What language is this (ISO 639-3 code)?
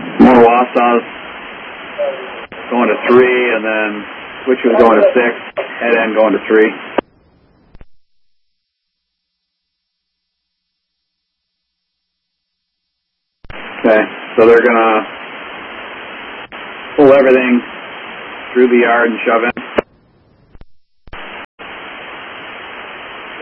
eng